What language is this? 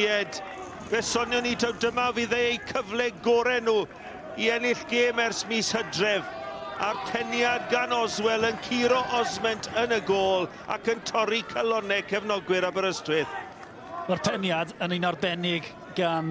Welsh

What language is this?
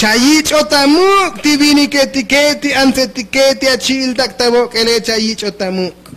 Tzotzil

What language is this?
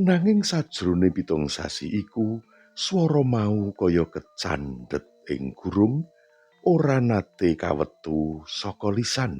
Javanese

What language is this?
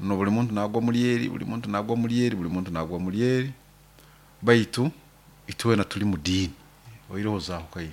Nyoro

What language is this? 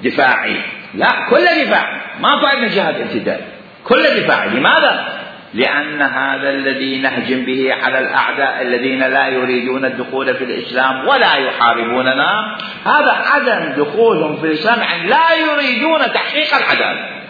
Mesopotamian Arabic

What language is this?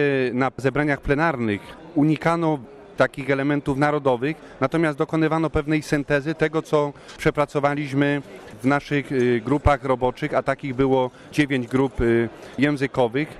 Polish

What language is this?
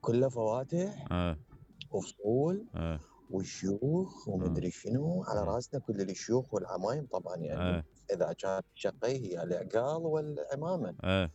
Mesopotamian Arabic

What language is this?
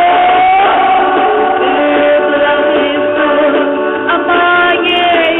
Hmar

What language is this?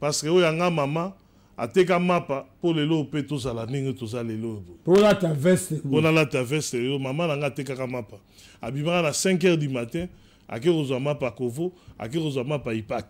Lingala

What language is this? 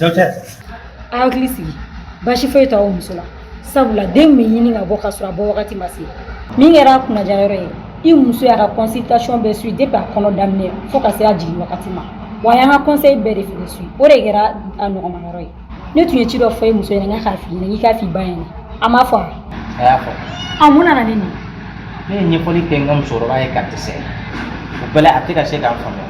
Bambara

